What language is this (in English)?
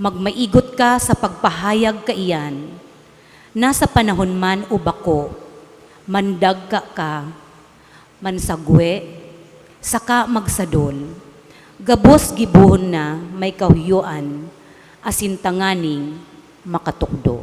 Bikol